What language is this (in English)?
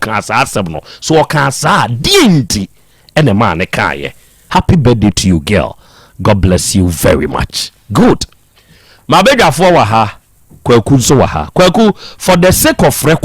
Akan